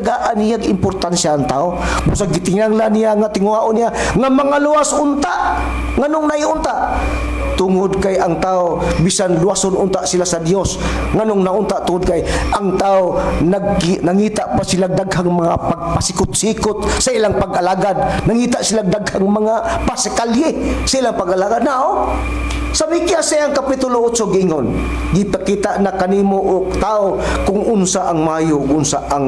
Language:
Cebuano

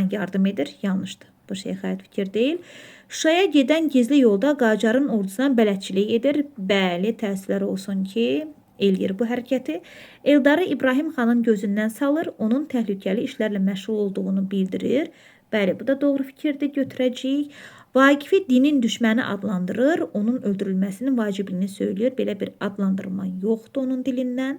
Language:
Azerbaijani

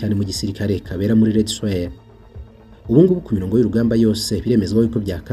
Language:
Kinyarwanda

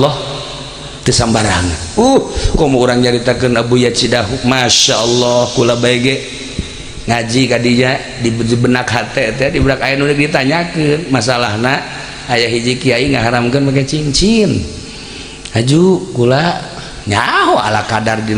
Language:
Sundanese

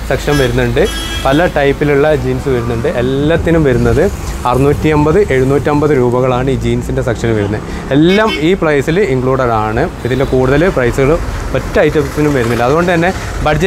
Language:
Malayalam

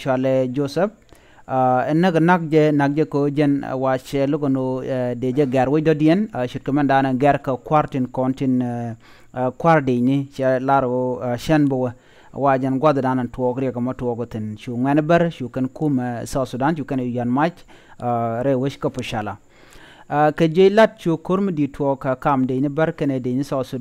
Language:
Nuer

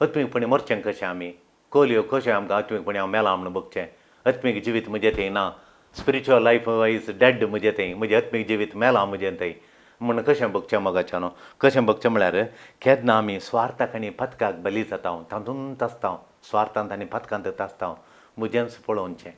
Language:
Konkani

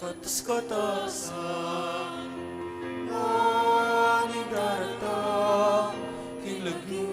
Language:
Pampanga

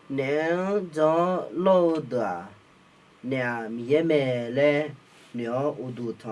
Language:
Akha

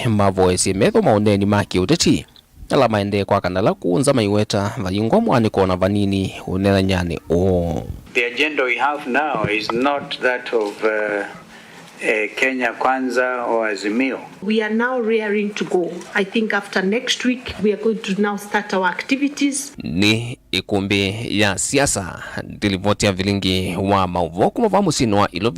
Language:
Kamba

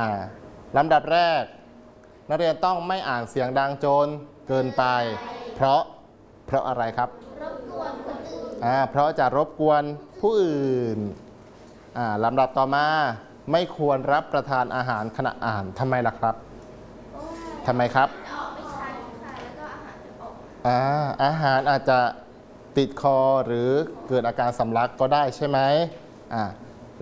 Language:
Thai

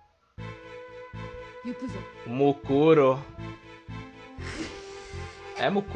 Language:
Portuguese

